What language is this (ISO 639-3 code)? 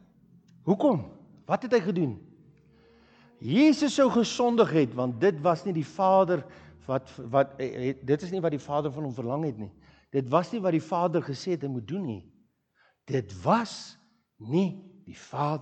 afr